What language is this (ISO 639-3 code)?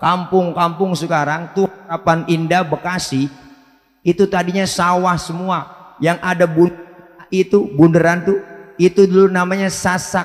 bew